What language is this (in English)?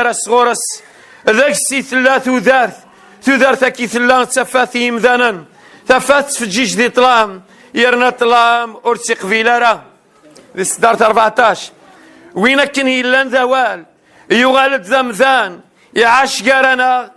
Kabyle